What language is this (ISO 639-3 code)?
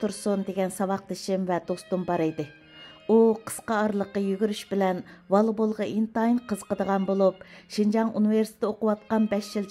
uig